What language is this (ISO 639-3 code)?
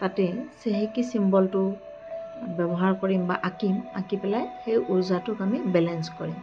asm